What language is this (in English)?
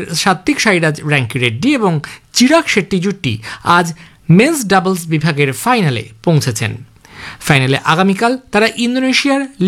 Bangla